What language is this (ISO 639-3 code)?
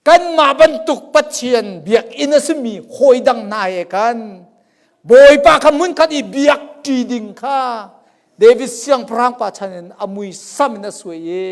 cnh